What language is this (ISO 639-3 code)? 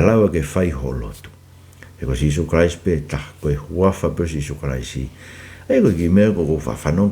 ton